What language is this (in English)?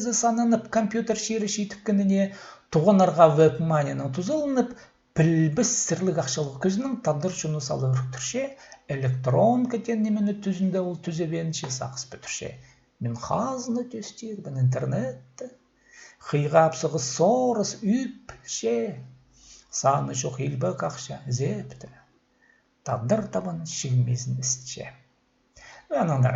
Khakas